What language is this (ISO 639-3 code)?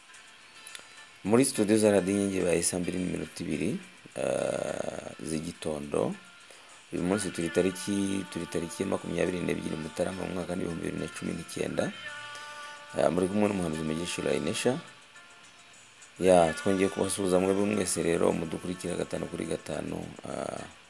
kin